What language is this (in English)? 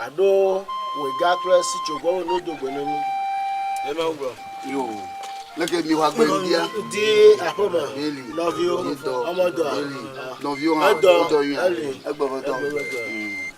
Ewe